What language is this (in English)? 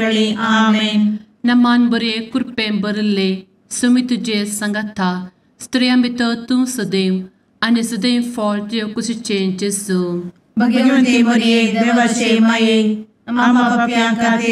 Konkani